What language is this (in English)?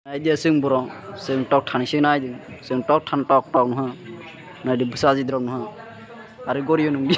Kok Borok